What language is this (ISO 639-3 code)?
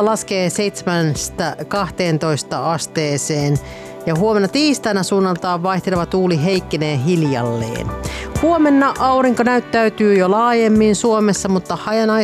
fin